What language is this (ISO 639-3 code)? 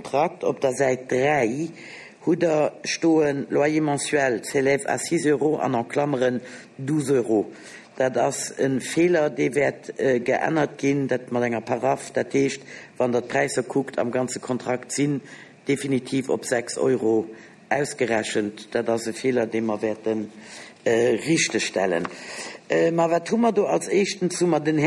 ltz